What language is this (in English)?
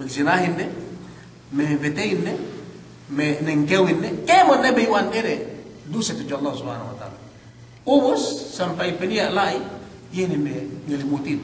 Yakan